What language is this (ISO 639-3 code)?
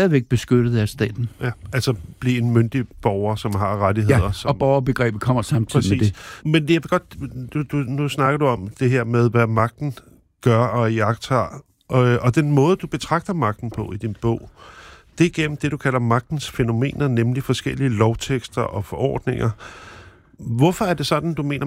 dan